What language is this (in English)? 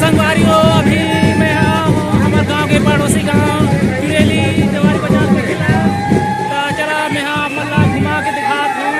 Chhattisgarhi